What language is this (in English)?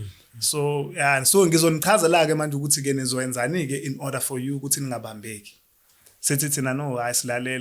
Zulu